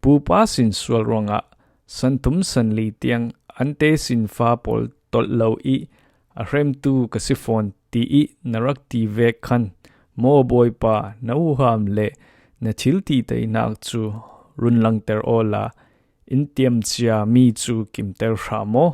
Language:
Falam Chin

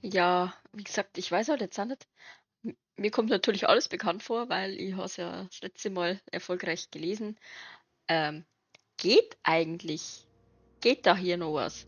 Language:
Bavarian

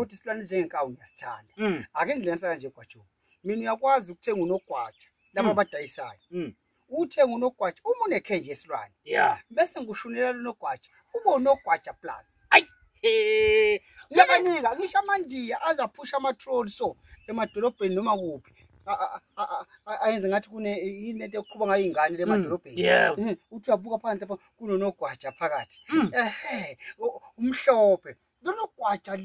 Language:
Zulu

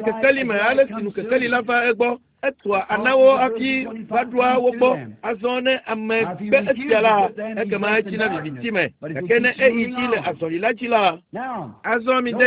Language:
Ewe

